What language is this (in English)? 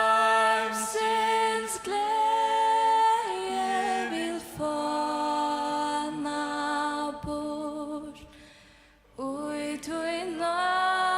Faroese